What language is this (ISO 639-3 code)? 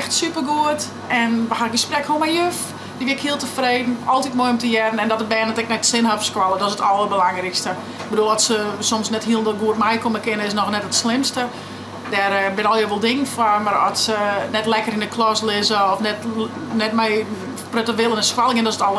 fry